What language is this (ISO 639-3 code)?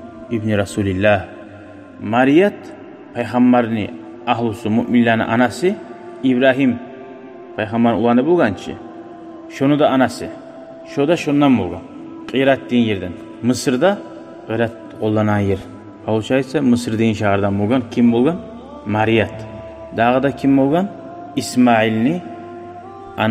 kum